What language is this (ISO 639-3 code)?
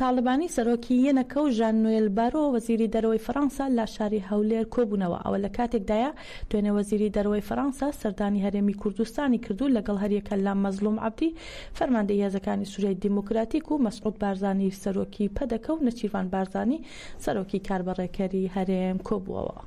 ckb